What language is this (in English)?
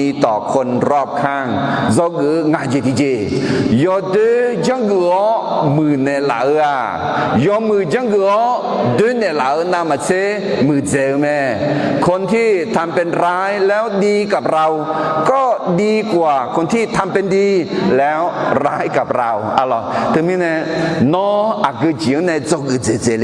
Akha